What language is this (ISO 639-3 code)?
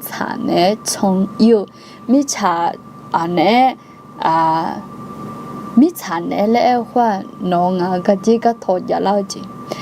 ahk